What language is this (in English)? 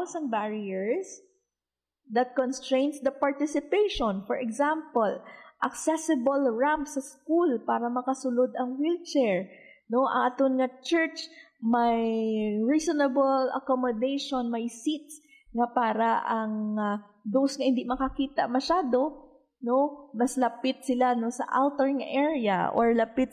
Hiligaynon